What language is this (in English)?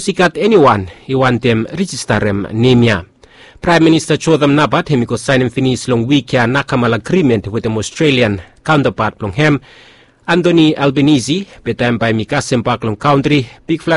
Bislama